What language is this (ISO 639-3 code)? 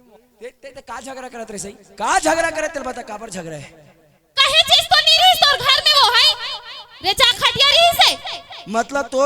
hne